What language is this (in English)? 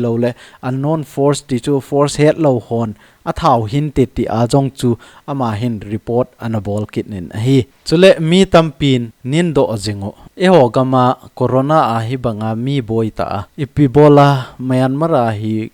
Thado Chin